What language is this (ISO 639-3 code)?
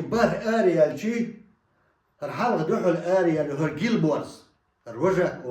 che